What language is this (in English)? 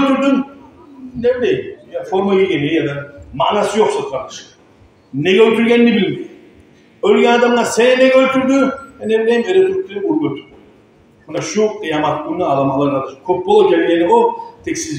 Kumyk